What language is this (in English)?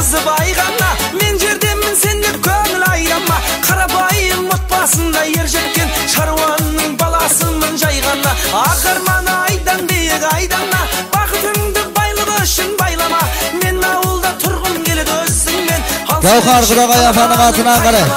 Kara-Kalpak